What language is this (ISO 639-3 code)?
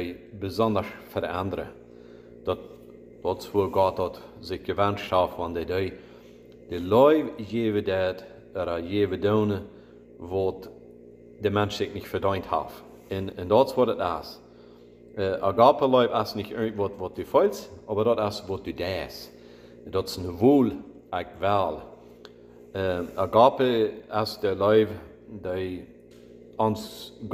pdt